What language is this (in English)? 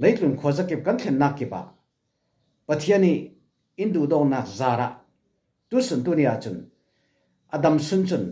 Falam Chin